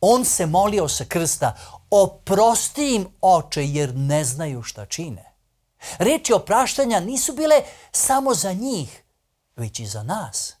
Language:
Macedonian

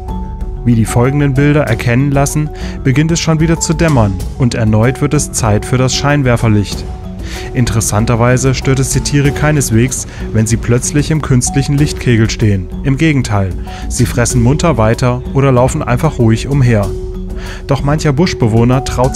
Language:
German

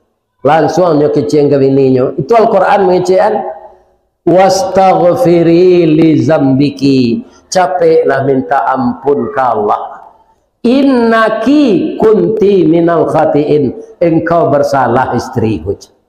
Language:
Minangkabau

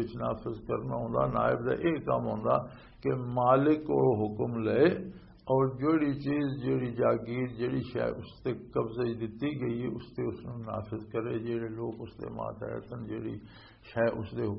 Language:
Western Panjabi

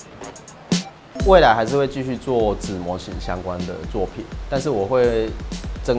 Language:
Chinese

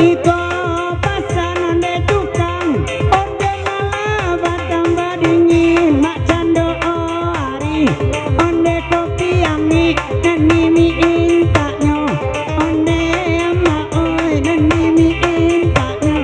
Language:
Minangkabau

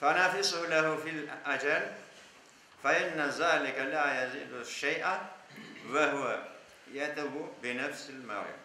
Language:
Crimean Tatar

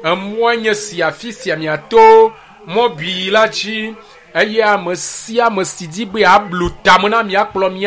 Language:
Ewe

